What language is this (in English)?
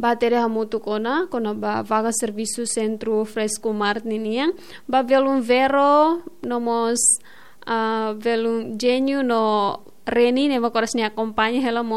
Tetum